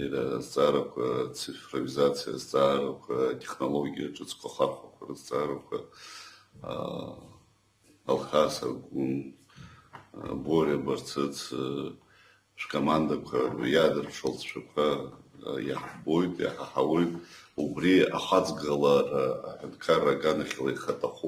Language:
Abkhazian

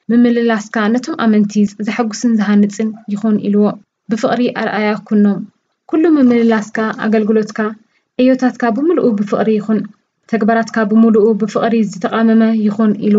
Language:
Tigrinya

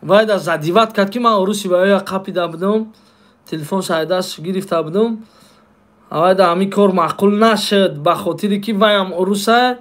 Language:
Tajik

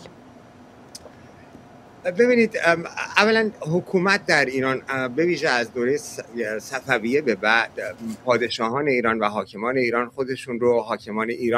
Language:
Persian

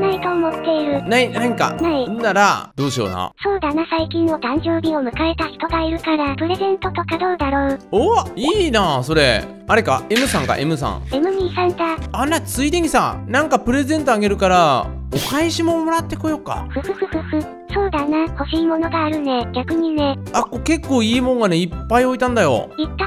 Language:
Japanese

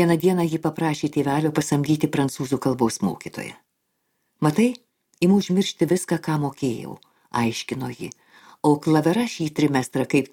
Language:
Lithuanian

